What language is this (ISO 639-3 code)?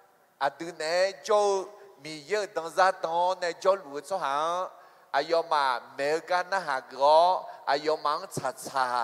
ahk